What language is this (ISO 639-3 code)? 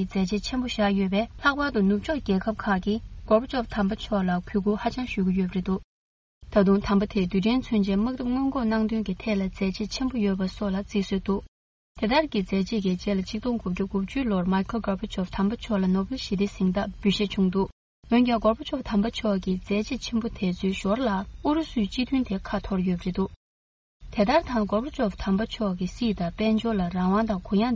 bod